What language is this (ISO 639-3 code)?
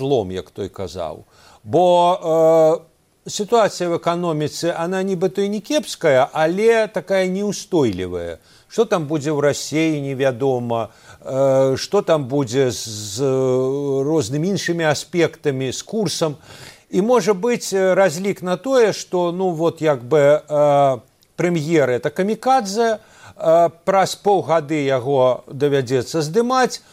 bel